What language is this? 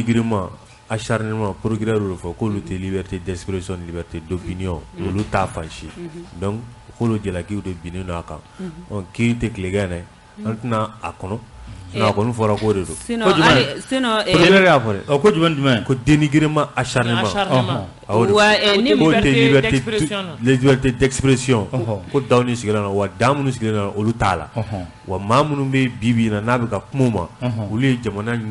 Bambara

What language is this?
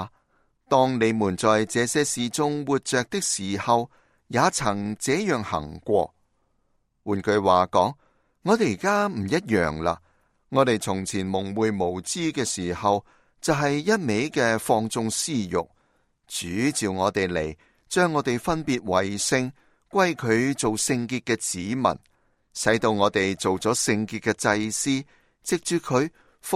Cantonese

